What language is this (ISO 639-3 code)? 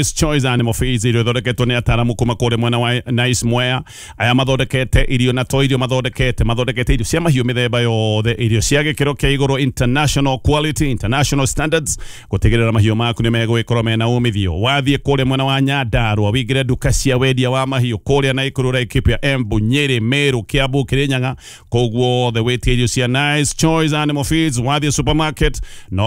kik